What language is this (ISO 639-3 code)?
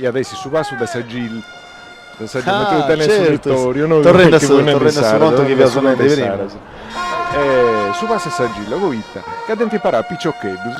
srd